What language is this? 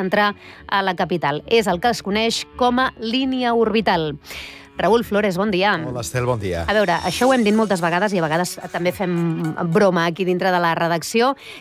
Catalan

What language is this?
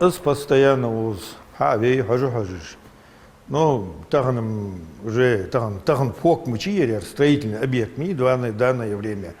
Ingush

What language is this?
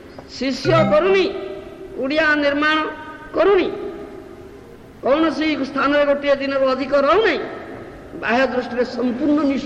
Odia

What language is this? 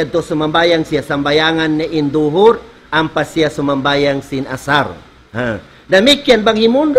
Tausug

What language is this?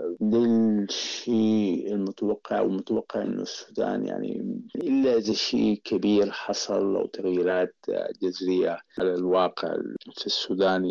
Sudanese Arabic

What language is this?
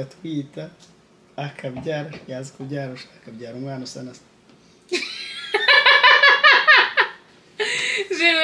Kinyarwanda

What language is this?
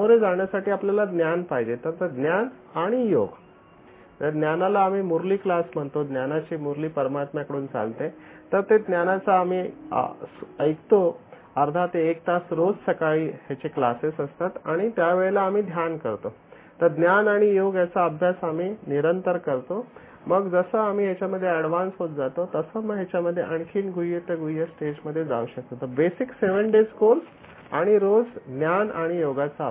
Marathi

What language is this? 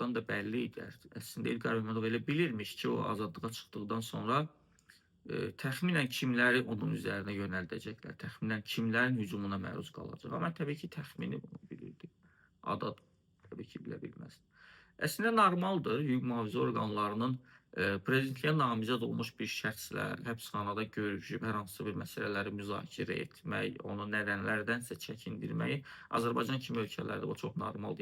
Azerbaijani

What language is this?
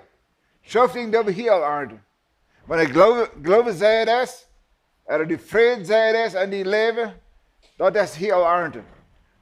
Plautdietsch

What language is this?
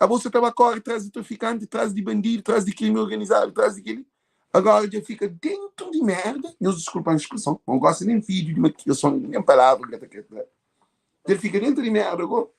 Kabuverdianu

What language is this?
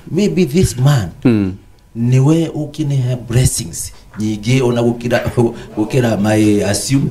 Kikuyu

